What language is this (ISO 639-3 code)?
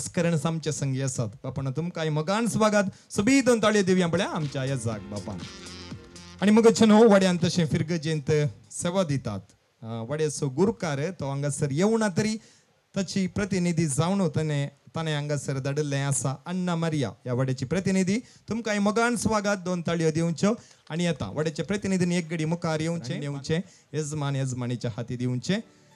kok